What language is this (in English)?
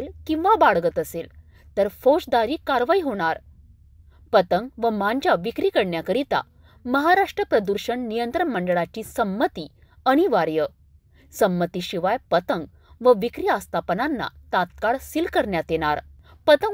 Marathi